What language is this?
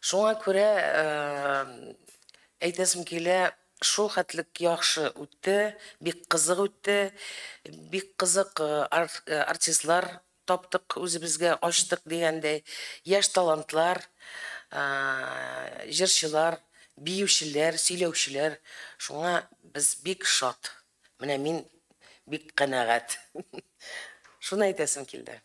Tatar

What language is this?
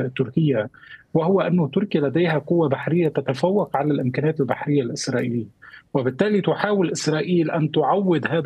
Arabic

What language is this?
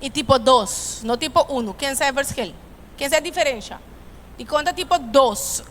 Papiamento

